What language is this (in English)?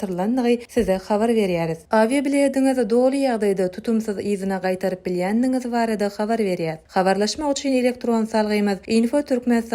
Turkmen